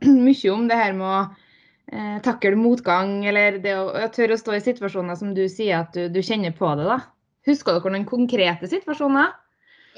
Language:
Norwegian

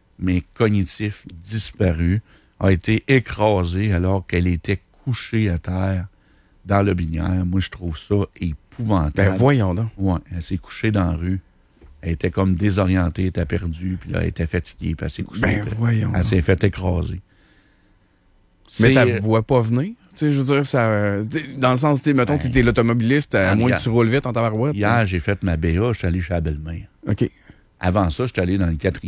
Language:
French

